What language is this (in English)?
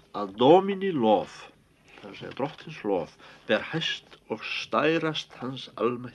Icelandic